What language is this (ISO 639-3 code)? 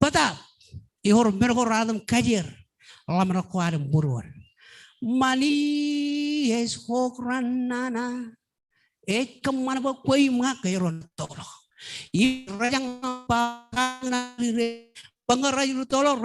mah